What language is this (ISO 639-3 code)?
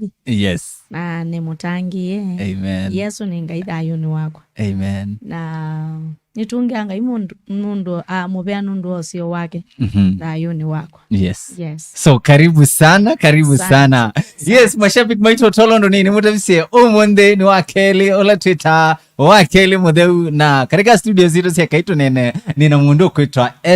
kam